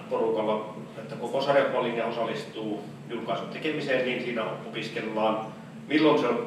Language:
Finnish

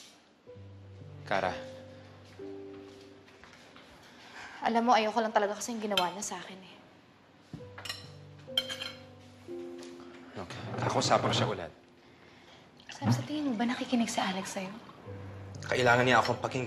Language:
Filipino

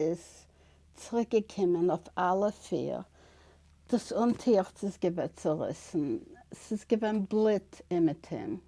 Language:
Yiddish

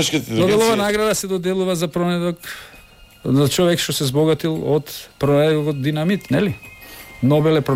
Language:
Macedonian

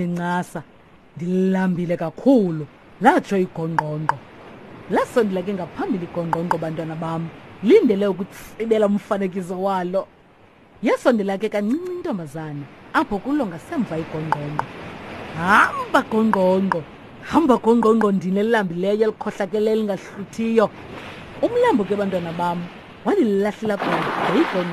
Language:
Xhosa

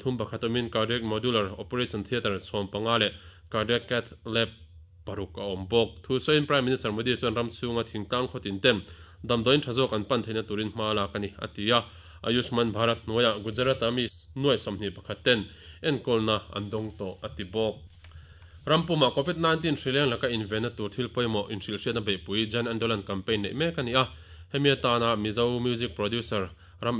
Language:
Mizo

